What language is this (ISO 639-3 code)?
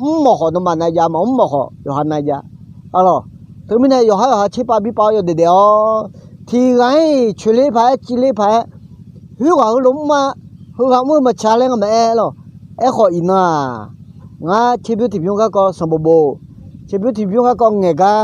ahk